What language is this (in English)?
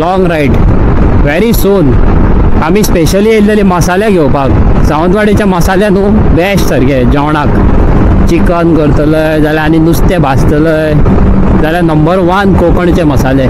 Konkani